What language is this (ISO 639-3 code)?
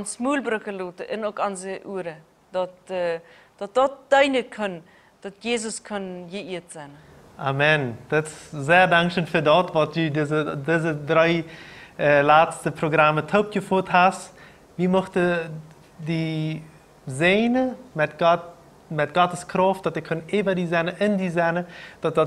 pdt